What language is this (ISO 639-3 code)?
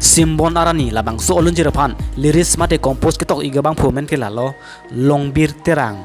mjw